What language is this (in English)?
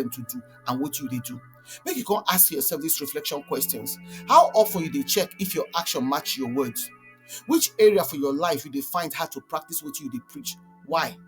Nigerian Pidgin